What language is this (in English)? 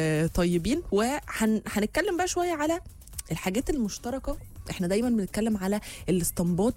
Egyptian Arabic